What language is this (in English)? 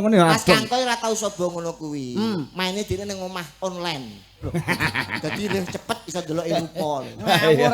Javanese